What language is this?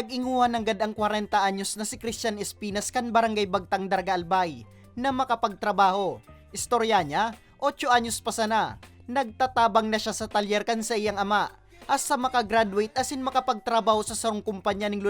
Bikol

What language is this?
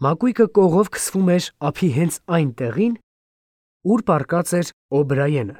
Armenian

